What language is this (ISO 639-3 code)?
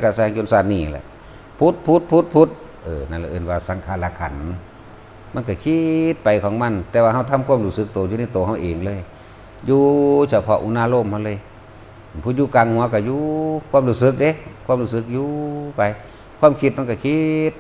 tts